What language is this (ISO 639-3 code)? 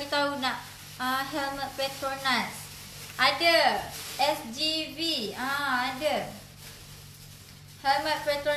msa